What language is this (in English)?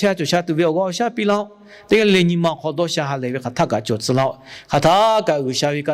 Lahu